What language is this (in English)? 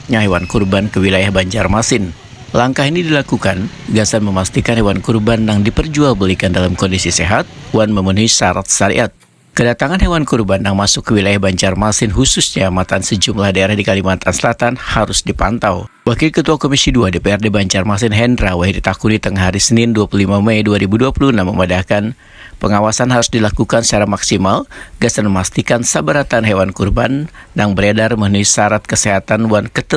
Banjar